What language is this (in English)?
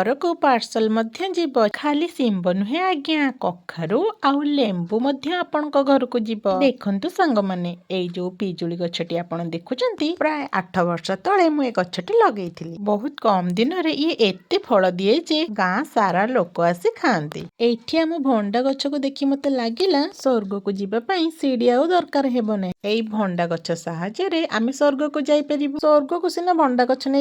Odia